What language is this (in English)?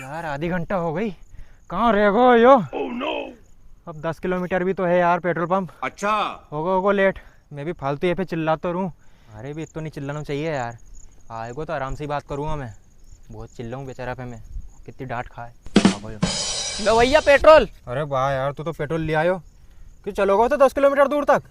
Rajasthani